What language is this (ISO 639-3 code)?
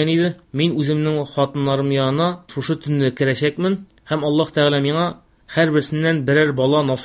tat